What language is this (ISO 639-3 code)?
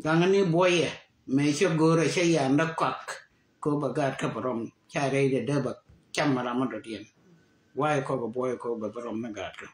nus